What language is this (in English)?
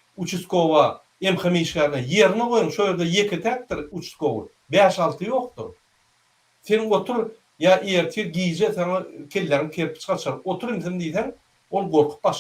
Turkmen